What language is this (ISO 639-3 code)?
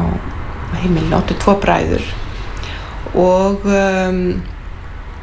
isl